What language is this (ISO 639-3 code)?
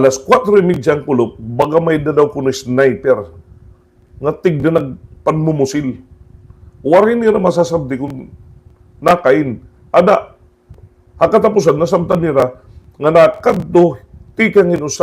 war